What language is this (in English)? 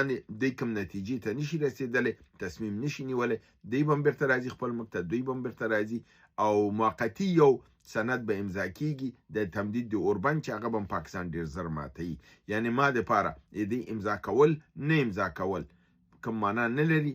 Pashto